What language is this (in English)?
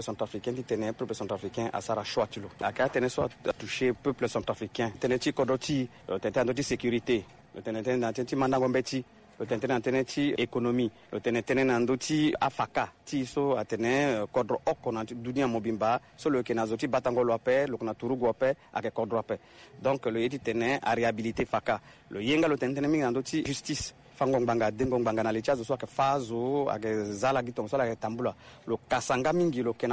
Sango